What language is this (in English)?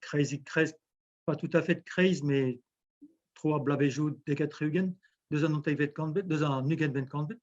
Breton